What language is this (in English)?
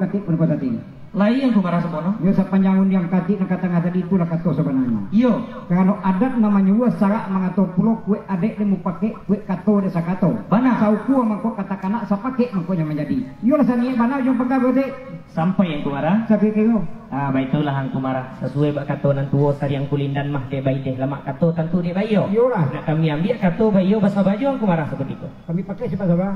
Minangkabau